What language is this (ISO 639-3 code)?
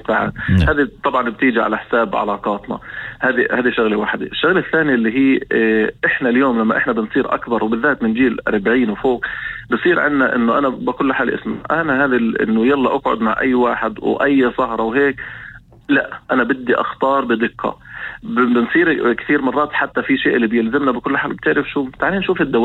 apc